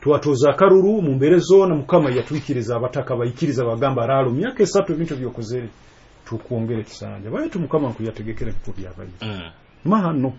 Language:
Nyoro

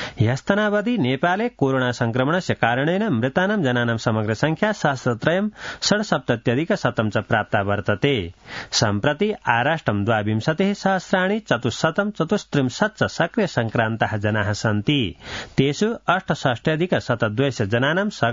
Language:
Sanskrit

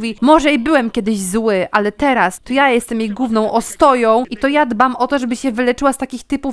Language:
Polish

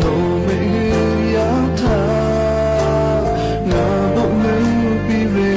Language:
Lahu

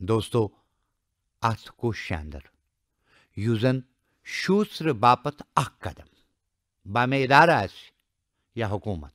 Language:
Kashmiri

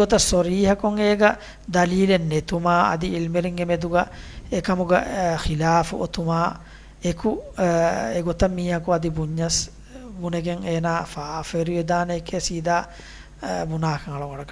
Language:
Divehi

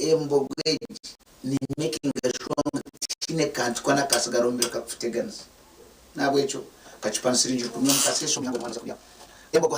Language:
Nyankole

